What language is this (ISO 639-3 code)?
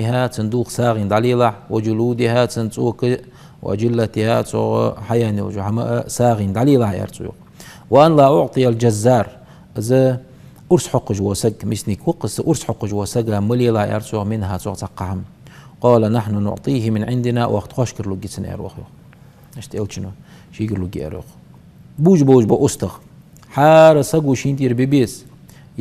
inh